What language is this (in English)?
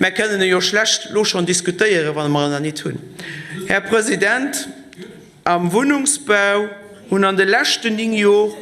Luxembourgish